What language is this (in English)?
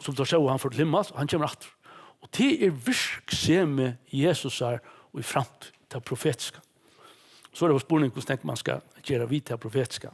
Faroese